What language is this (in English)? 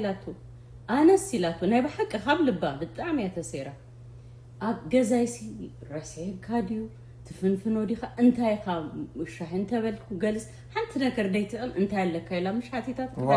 Tigrinya